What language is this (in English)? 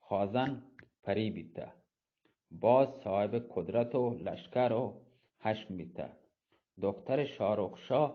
Eastern Balochi